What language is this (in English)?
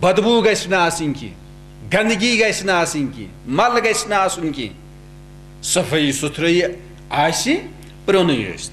Kashmiri